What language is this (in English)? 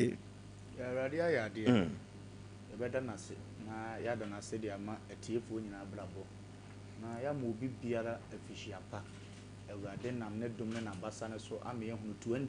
Akan